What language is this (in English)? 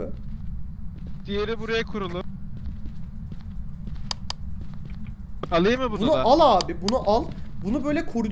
Turkish